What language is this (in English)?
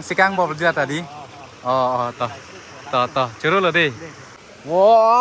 Karbi